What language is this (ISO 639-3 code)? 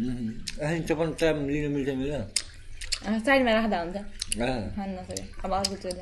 nep